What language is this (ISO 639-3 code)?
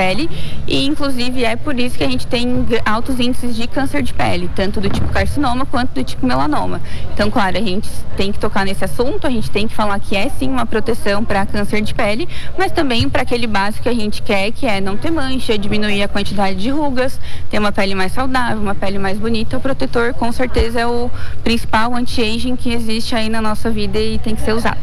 por